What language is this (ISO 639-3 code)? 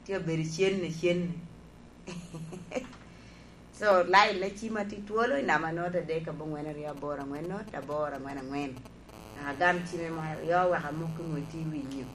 laj